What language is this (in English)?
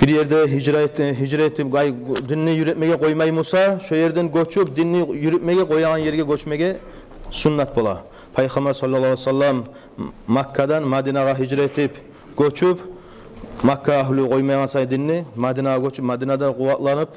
Kumyk